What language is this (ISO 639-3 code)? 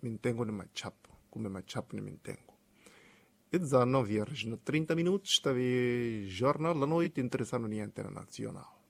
tso